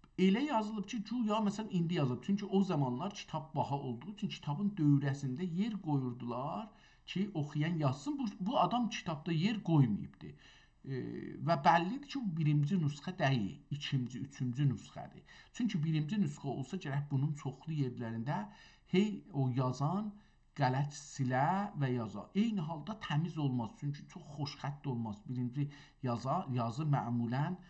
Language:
South Azerbaijani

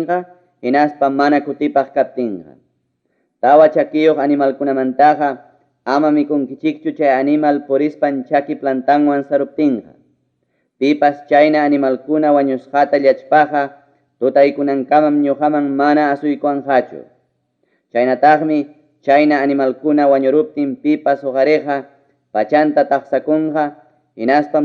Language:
Ayacucho Quechua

